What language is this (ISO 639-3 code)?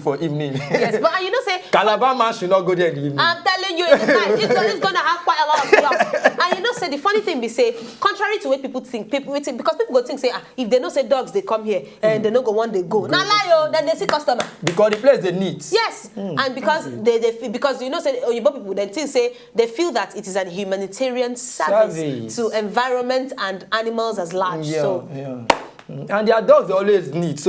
pcm